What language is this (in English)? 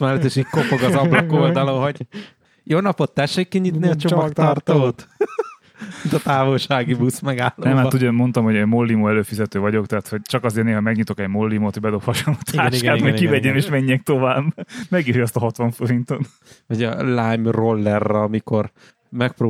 Hungarian